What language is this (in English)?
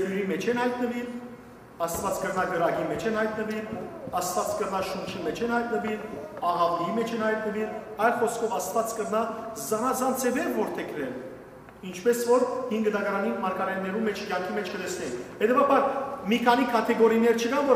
Western Armenian